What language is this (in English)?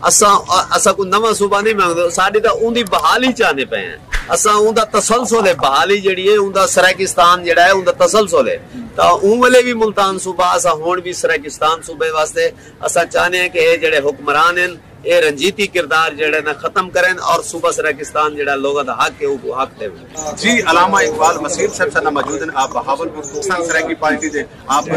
Saraiki